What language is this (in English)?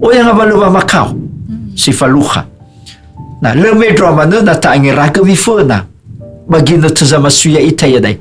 Nias